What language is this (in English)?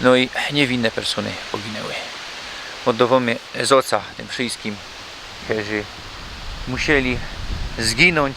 Silesian